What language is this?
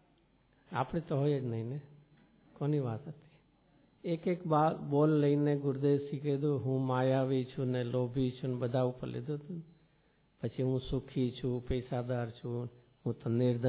Gujarati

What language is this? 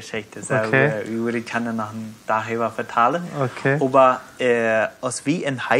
Plautdietsch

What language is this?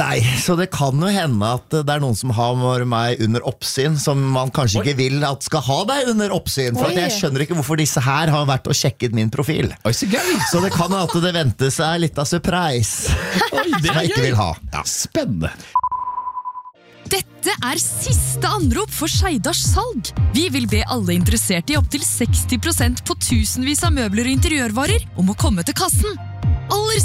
Norwegian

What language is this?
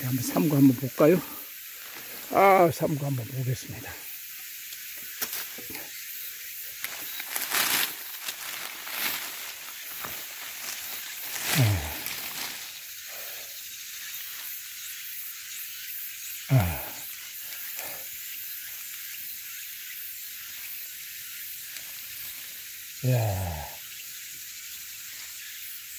Korean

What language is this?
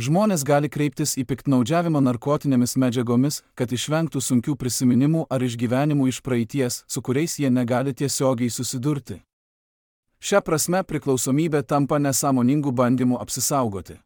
Lithuanian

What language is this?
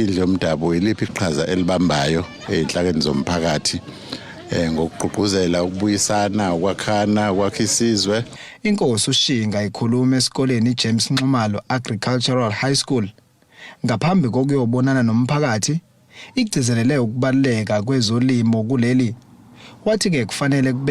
Zulu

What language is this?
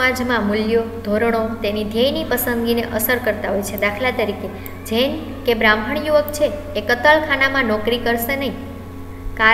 Gujarati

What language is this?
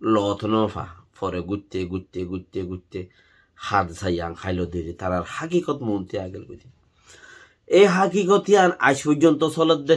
Rohingya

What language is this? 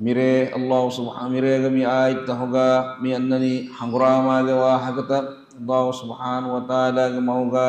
Divehi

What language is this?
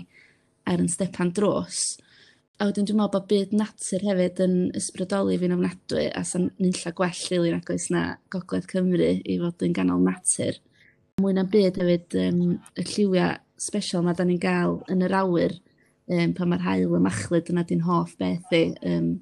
Welsh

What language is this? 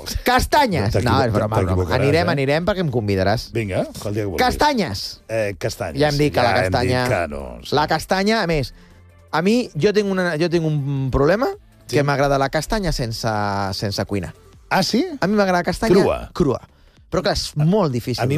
Catalan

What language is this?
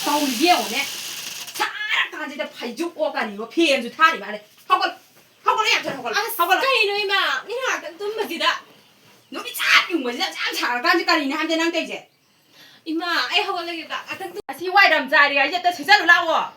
Manipuri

